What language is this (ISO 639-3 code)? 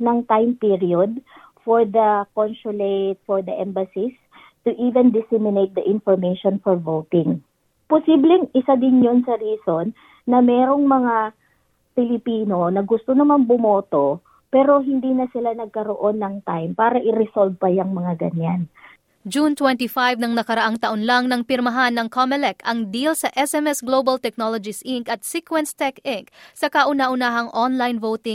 fil